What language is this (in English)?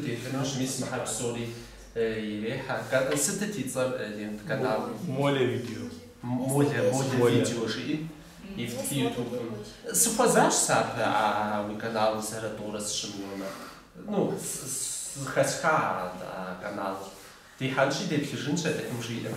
Kabardian